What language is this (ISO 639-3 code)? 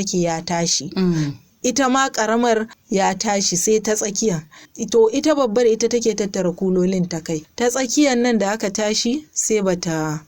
hau